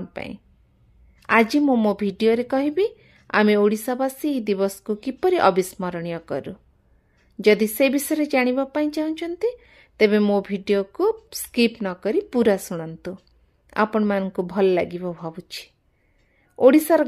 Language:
Odia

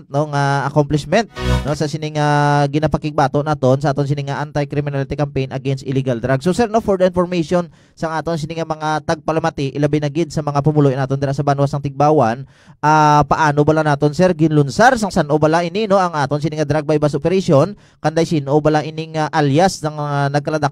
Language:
Hiligaynon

